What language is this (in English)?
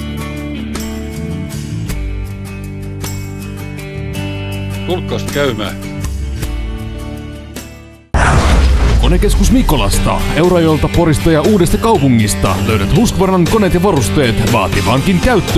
Finnish